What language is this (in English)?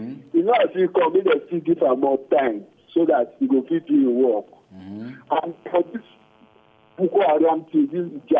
Nigerian Pidgin